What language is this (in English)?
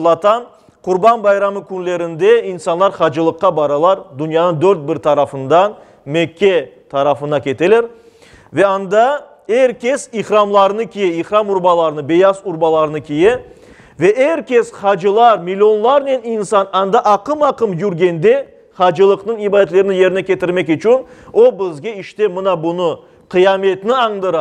Crimean Tatar